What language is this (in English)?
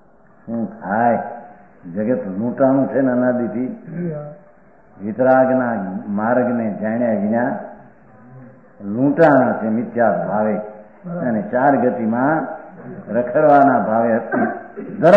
Gujarati